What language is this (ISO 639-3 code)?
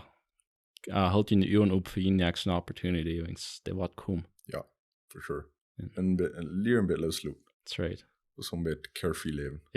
pdt